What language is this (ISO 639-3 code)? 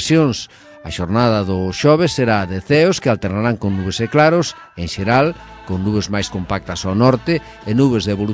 glg